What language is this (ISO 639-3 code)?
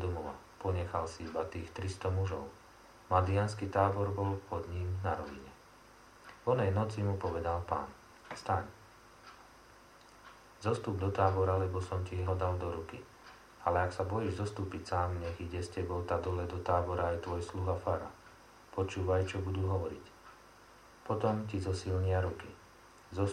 slk